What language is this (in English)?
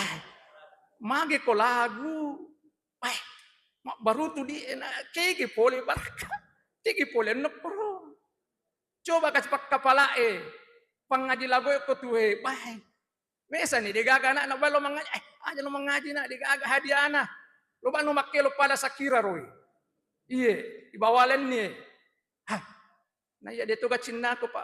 Buginese